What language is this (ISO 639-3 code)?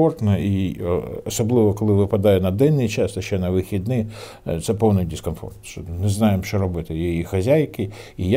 ukr